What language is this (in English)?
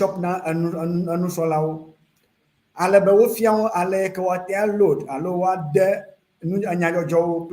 Ewe